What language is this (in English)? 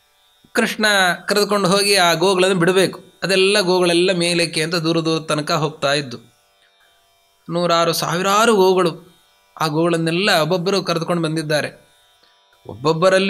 Kannada